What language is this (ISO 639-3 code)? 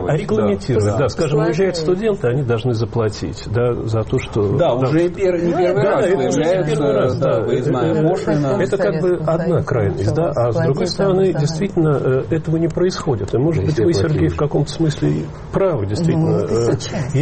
rus